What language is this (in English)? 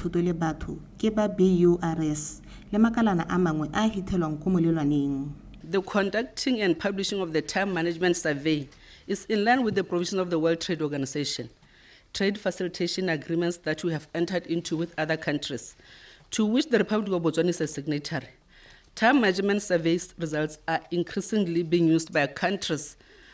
Tswana